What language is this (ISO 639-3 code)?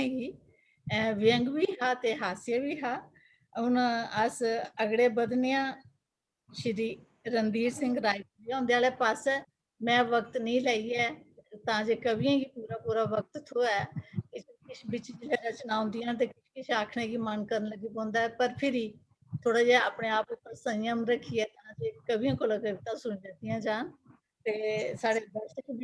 doi